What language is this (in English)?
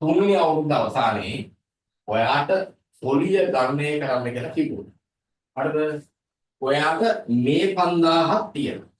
Sinhala